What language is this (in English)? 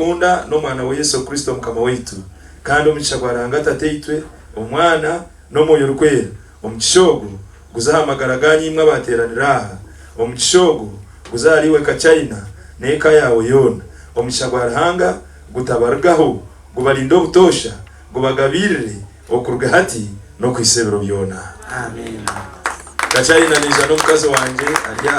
Nyankole